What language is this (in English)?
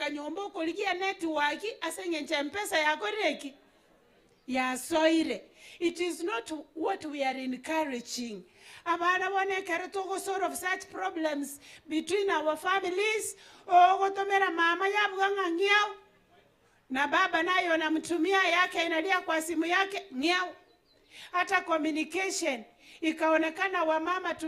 Gusii